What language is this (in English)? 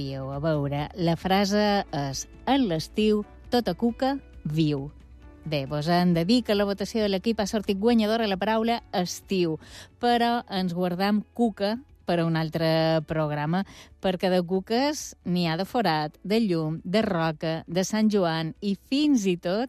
Catalan